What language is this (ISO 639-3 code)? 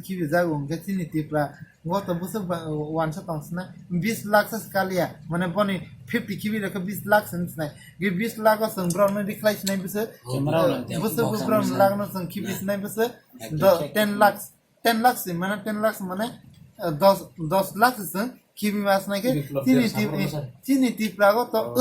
trp